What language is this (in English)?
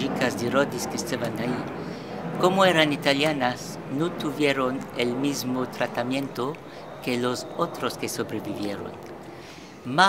Ladino